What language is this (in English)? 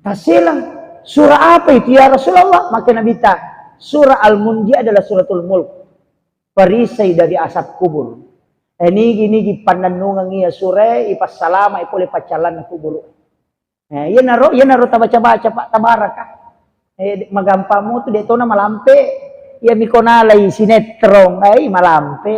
Buginese